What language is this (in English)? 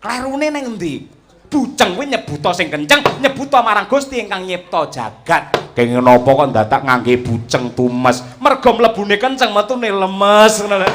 Javanese